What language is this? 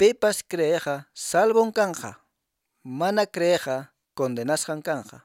Quechua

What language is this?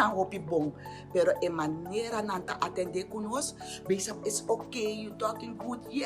Papiamento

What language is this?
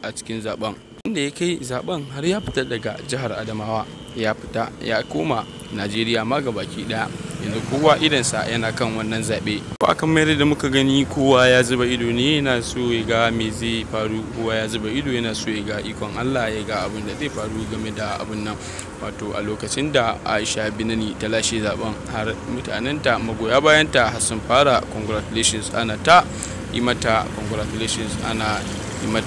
Hausa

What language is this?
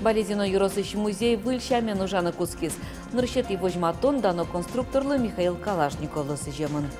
Udmurt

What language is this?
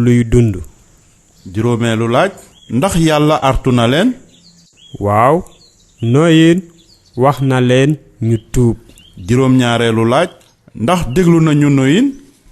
Wolof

